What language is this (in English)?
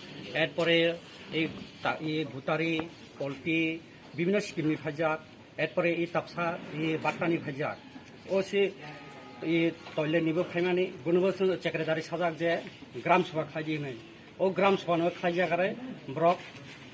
Kok Borok